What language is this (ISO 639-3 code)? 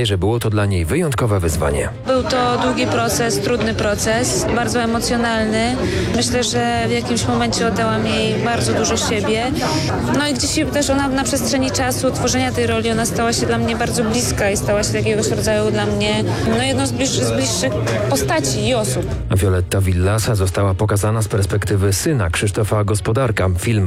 pol